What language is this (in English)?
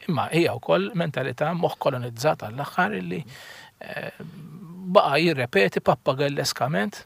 Maltese